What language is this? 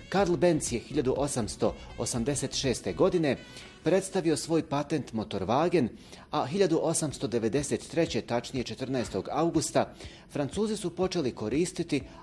Bosnian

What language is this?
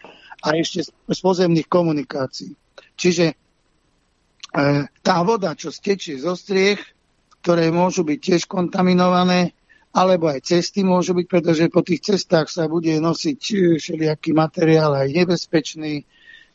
Slovak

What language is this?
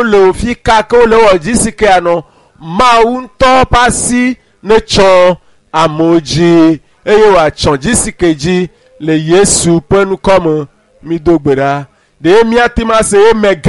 Ewe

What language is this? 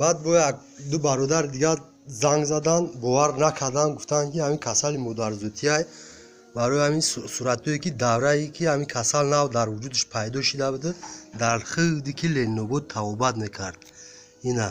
Tajik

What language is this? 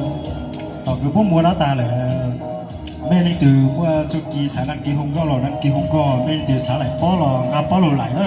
Hmong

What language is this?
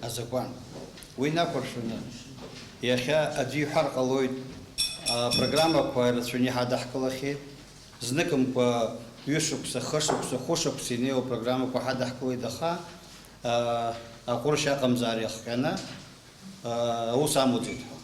Abkhazian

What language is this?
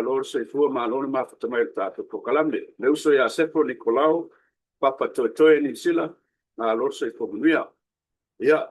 Samoan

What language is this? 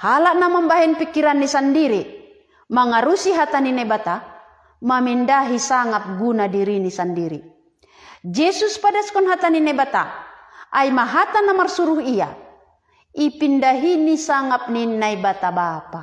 Batak Simalungun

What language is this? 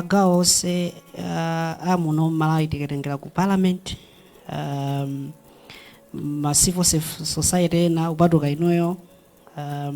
Nyanja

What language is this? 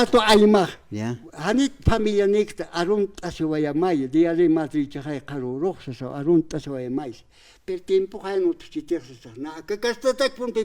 Aymara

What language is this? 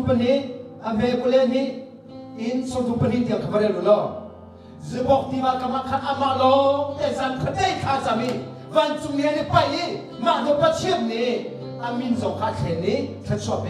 Hakha Chin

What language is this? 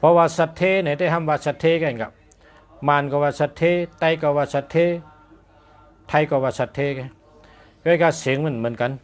Shan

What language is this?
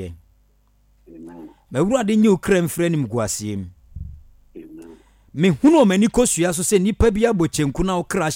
Akan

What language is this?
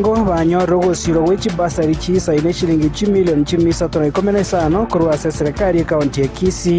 Gusii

